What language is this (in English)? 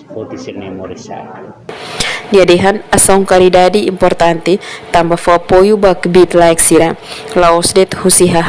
Tetum